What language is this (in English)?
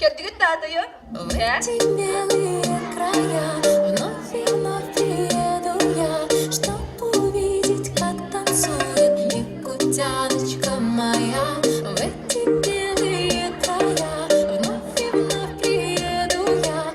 Yakut